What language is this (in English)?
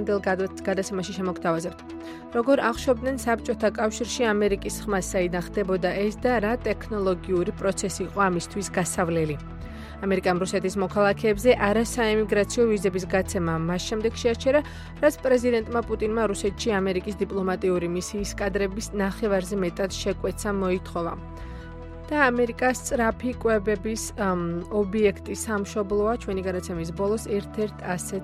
Georgian